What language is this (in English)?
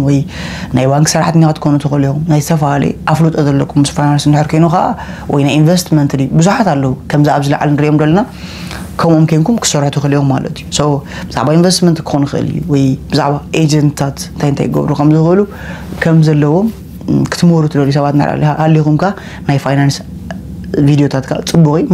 Tigrinya